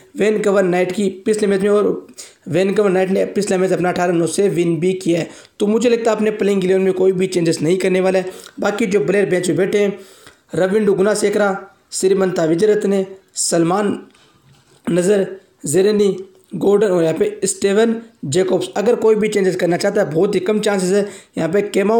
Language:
Hindi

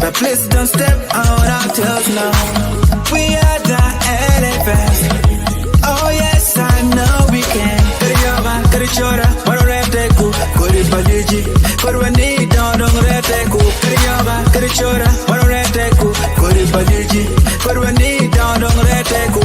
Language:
Acoli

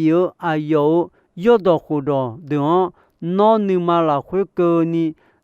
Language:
Akha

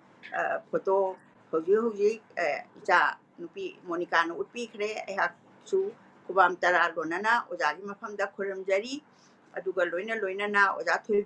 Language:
Manipuri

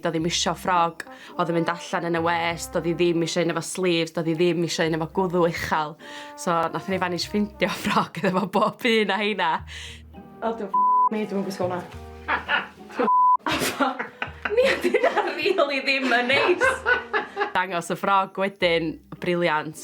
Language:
Welsh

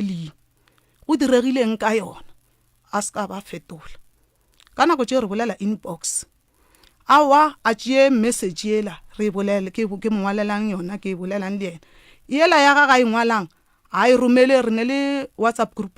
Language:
Northern Sotho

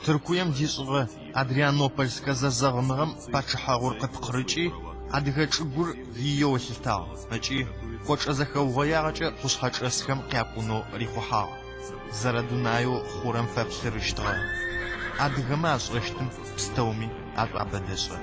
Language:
Adyghe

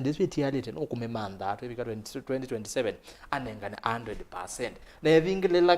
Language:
Kamba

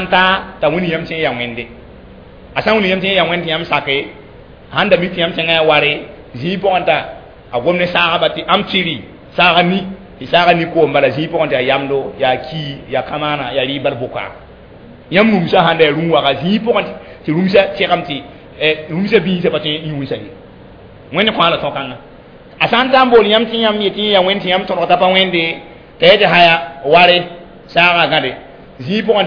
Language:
Mossi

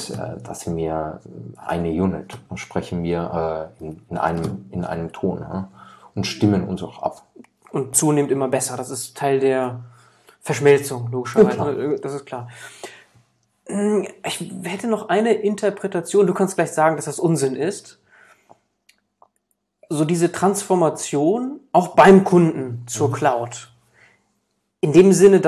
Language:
German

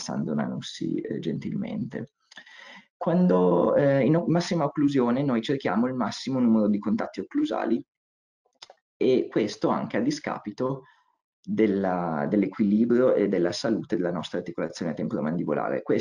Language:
Italian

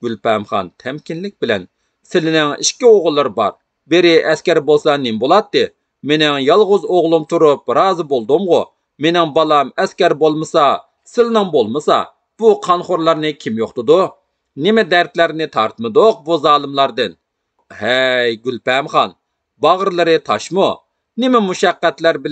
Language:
Uyghur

